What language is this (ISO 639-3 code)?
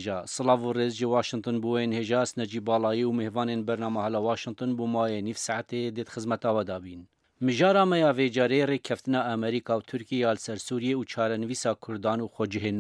kur